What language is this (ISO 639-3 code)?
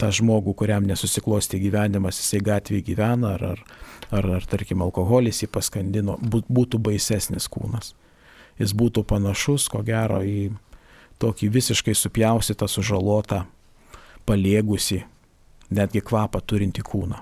lit